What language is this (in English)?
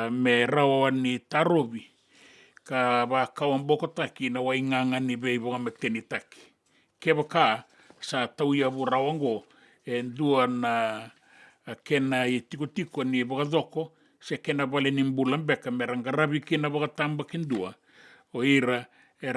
Fijian